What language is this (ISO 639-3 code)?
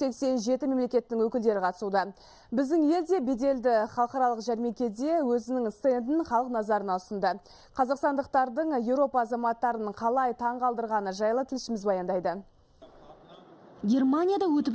kaz